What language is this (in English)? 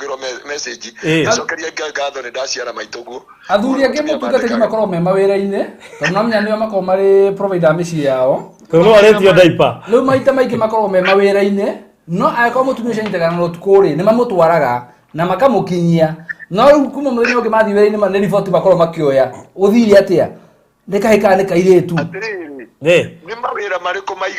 Kikuyu